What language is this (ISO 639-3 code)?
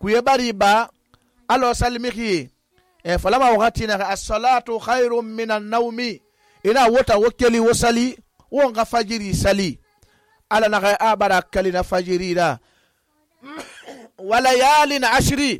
sus